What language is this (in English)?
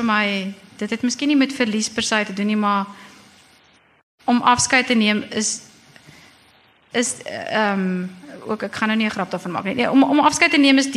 Afrikaans